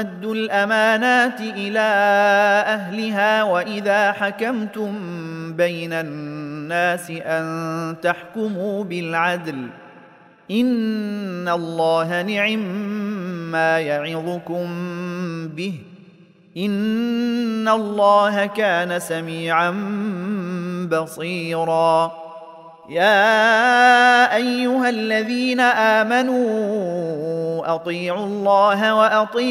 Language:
Arabic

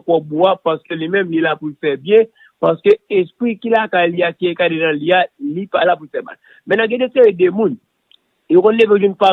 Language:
Haitian Creole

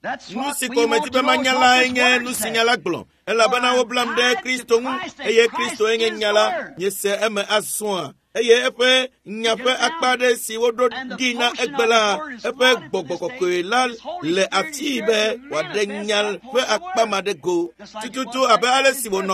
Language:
Ewe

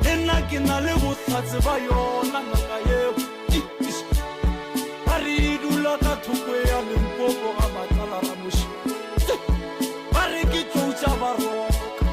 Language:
Northern Sotho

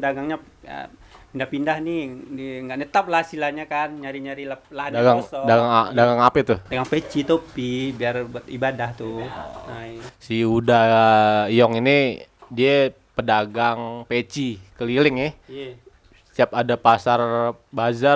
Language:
Betawi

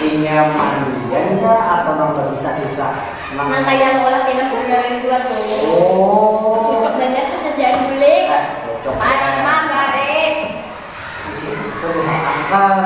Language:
Banjar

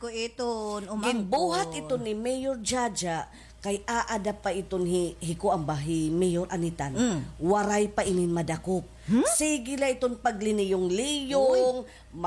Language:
Waray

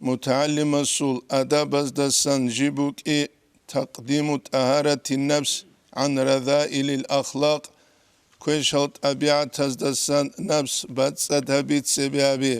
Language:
Avaric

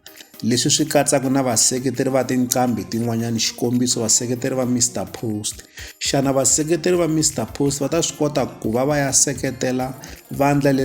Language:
Tsonga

